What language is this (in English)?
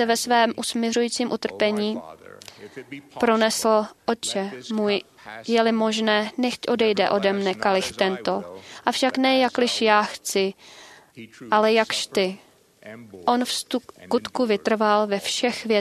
Czech